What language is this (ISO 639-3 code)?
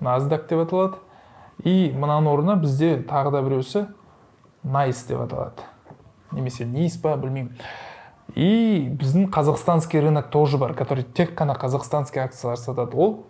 kaz